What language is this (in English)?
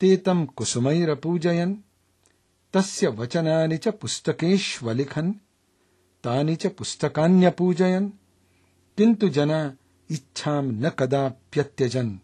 Sanskrit